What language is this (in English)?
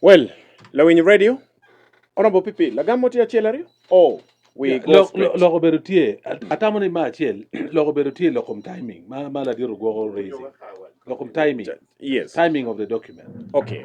Acoli